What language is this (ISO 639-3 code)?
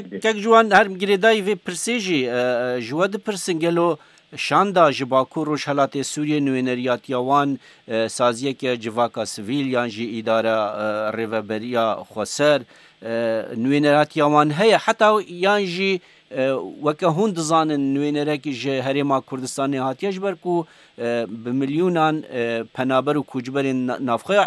kur